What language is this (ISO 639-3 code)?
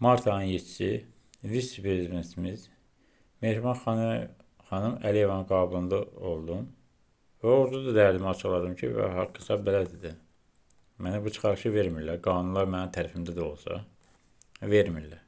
aze